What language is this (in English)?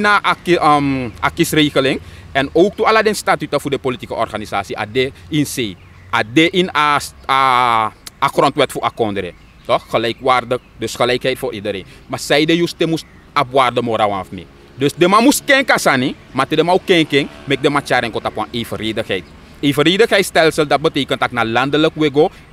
Sranan Tongo